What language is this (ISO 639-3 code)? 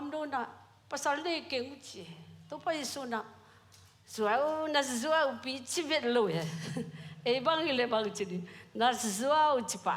ctd